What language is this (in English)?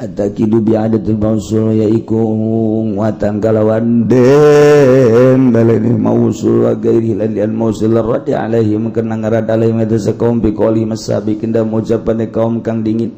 Sundanese